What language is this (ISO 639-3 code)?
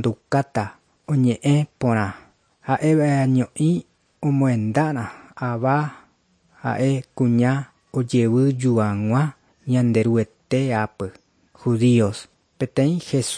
grn